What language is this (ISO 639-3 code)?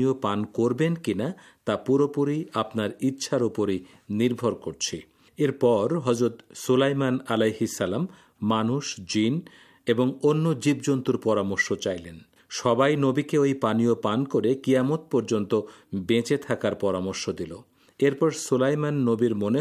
ben